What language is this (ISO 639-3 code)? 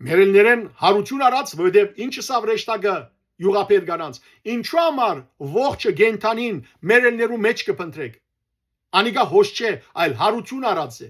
hyw